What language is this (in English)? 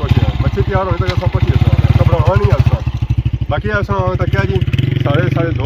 Pahari-Potwari